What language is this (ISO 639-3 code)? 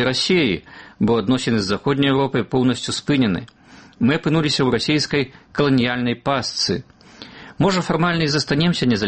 bel